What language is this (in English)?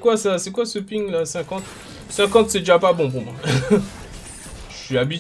French